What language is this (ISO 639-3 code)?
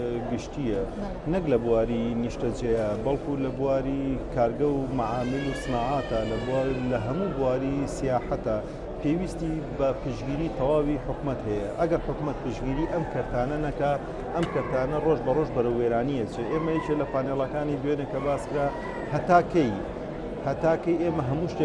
ckb